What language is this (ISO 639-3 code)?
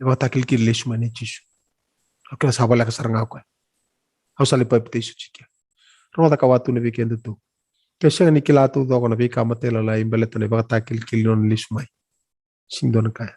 fij